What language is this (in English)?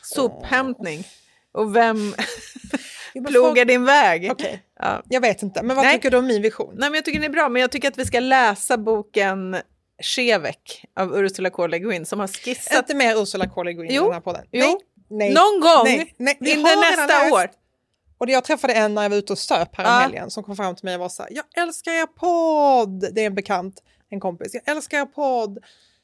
Swedish